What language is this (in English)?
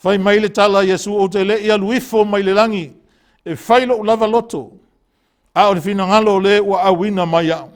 Samoan